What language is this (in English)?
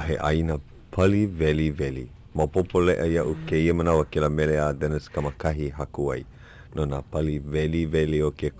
Hawaiian